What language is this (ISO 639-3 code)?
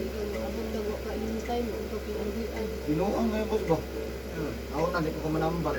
ceb